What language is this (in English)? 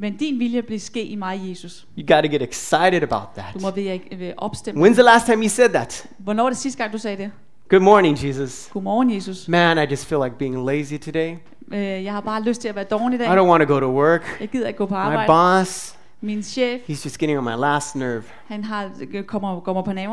Danish